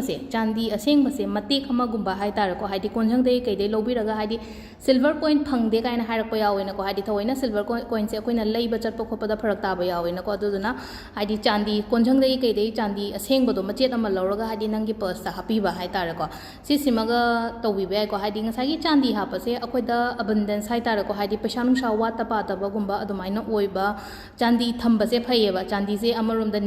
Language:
Manipuri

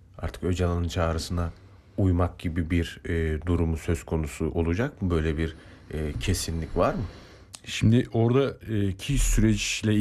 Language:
Turkish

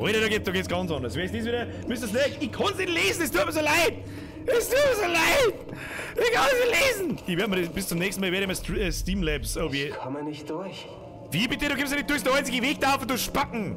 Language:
Bavarian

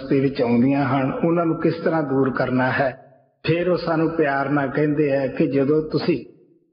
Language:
Punjabi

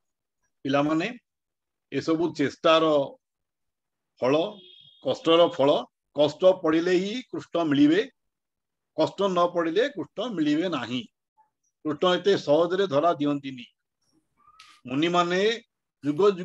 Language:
Odia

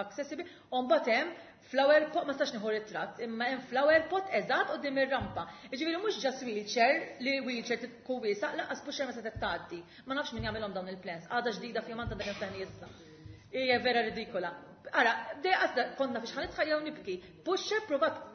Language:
Maltese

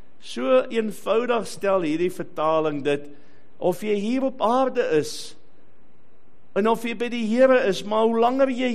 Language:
Afrikaans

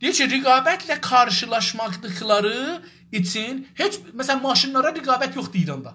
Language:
South Azerbaijani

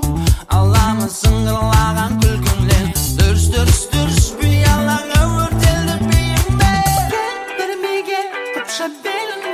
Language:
Kazakh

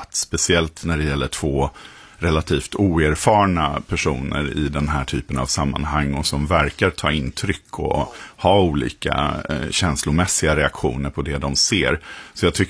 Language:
Swedish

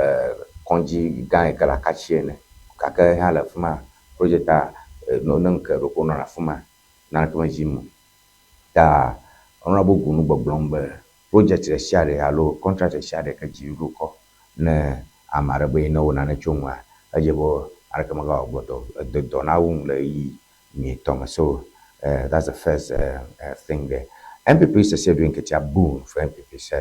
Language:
Ewe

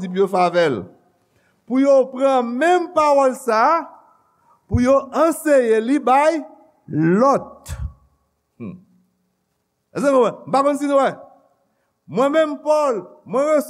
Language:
Haitian Creole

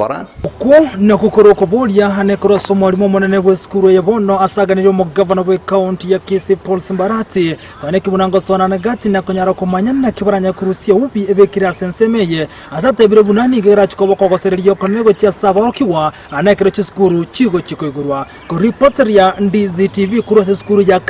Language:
Gusii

